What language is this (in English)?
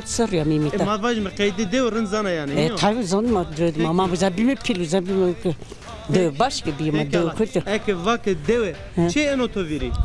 Zaza